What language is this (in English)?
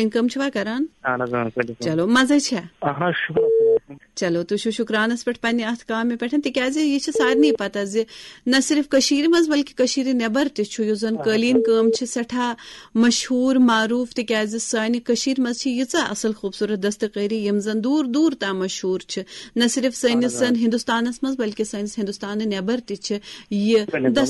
Kashmiri